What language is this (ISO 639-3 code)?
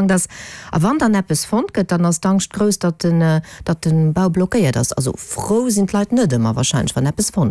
ltz